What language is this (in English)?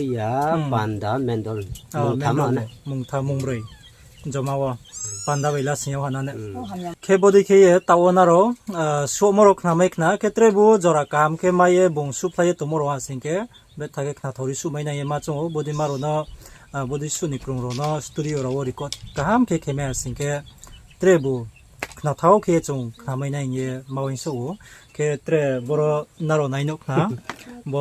Riang (India)